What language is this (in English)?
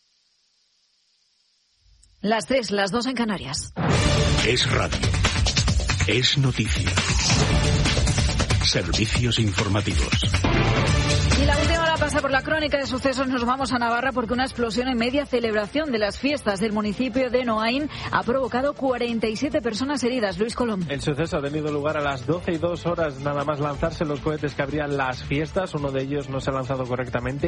Spanish